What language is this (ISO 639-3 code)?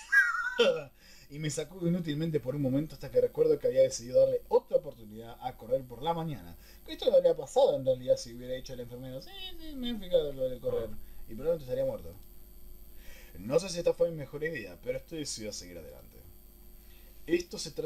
spa